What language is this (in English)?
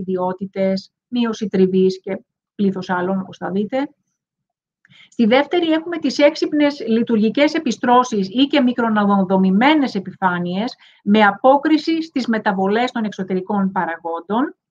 Greek